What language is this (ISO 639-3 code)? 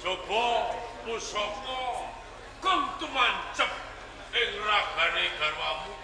jav